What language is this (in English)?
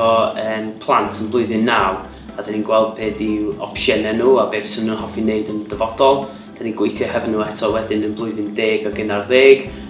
Welsh